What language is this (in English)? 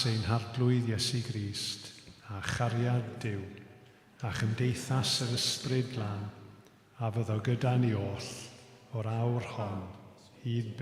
Welsh